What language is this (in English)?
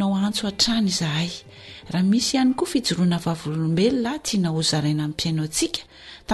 Malagasy